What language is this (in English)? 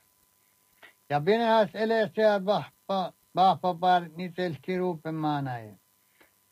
Norwegian